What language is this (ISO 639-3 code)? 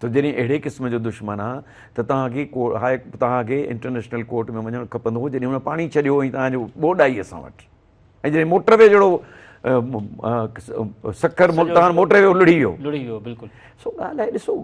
snd